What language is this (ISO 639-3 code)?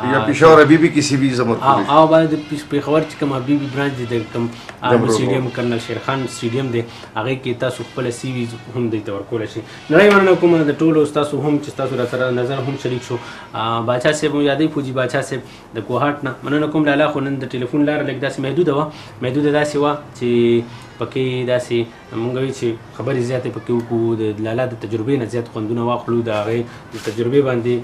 pus